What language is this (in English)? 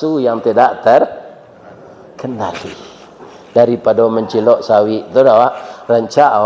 Minangkabau